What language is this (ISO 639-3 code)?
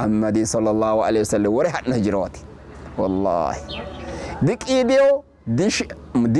sid